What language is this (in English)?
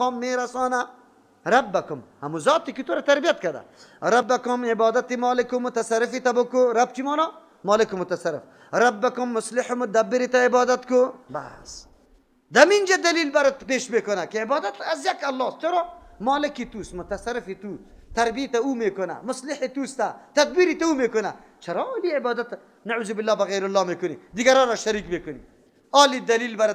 Persian